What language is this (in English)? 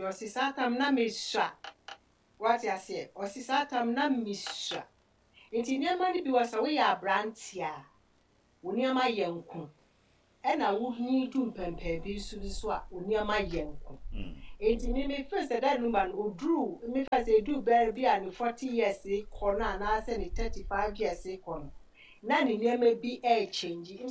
Akan